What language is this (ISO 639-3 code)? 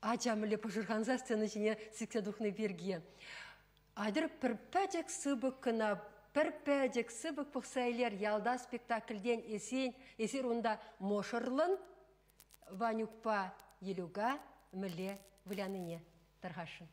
chv